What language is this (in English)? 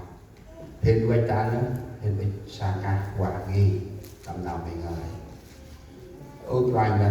Central Mnong